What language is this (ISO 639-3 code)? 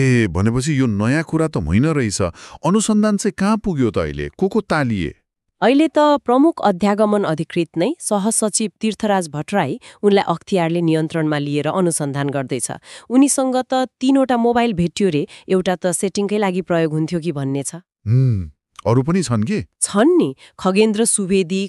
nep